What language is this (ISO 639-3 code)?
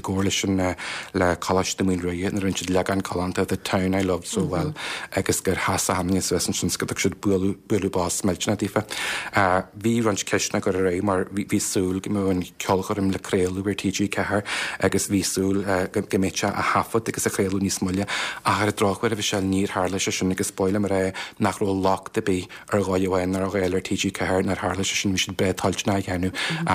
gle